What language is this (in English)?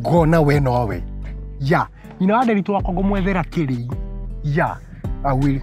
Kikuyu